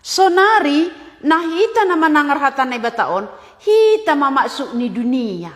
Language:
Batak Simalungun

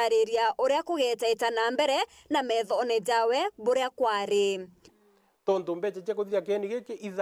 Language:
Meru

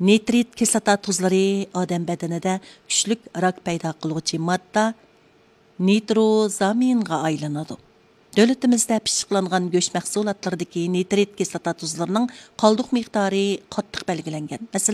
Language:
Uyghur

